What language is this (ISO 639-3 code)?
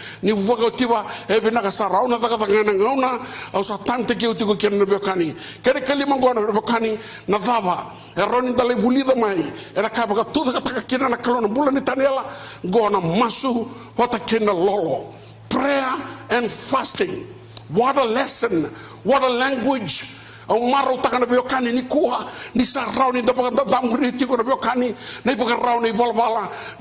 fij